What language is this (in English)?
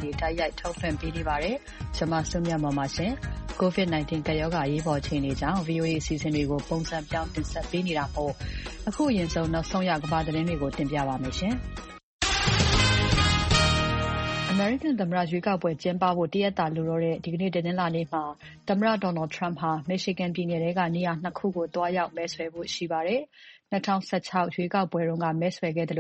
Burmese